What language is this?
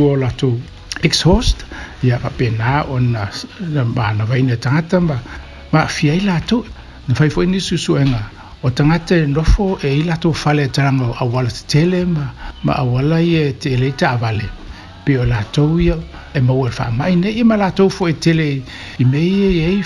Samoan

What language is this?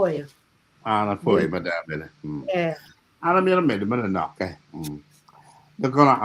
Acoli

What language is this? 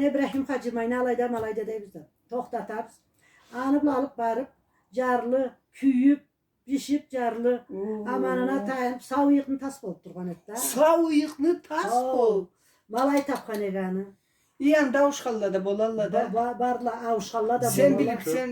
Karachay-Balkar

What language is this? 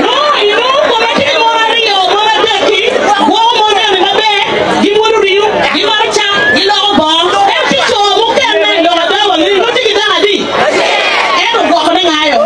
Acoli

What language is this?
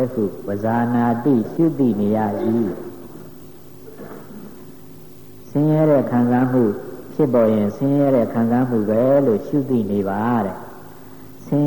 Burmese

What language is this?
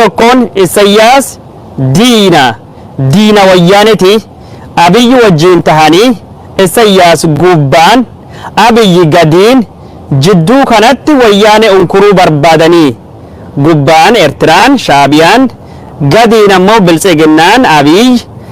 Oromo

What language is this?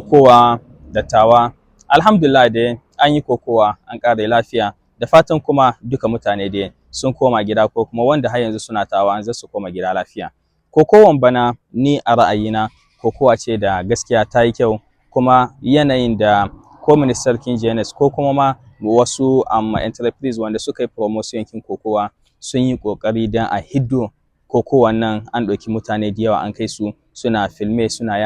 Hausa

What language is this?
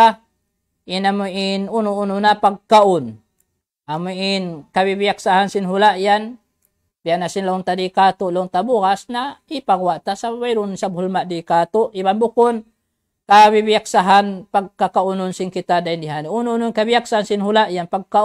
Tausug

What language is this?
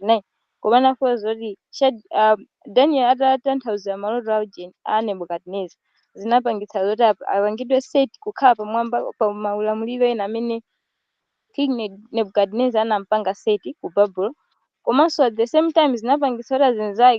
Nyanja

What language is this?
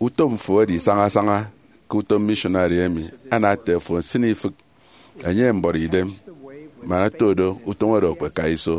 Efik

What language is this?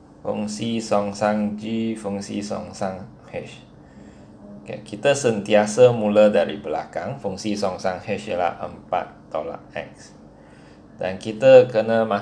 Malay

